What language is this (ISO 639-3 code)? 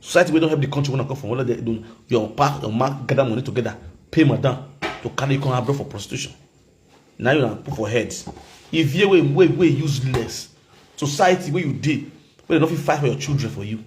pcm